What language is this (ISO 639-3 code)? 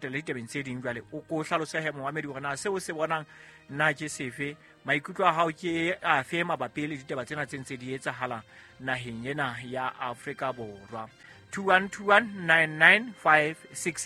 sot